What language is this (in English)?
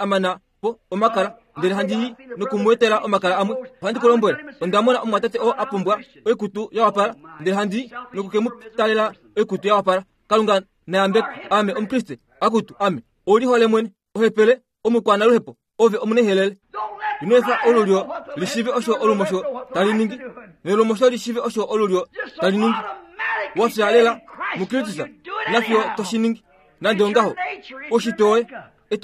Kuanyama